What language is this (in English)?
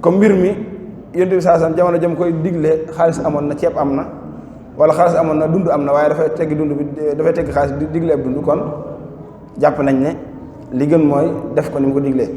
Wolof